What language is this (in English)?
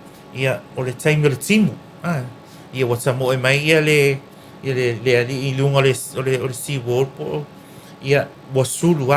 Samoan